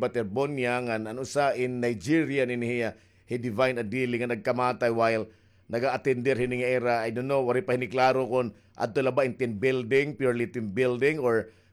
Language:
Waray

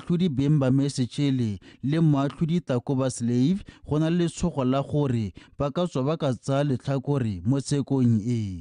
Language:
Tswana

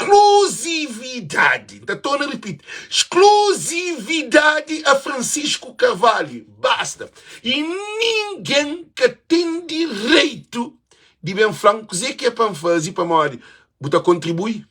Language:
Kabuverdianu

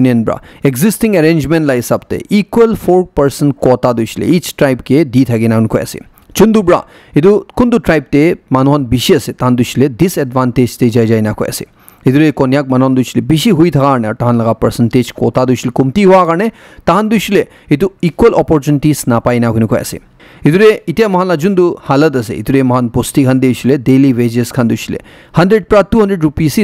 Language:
Naga Pidgin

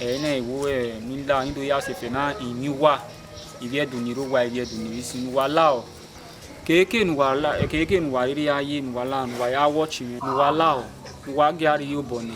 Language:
Bini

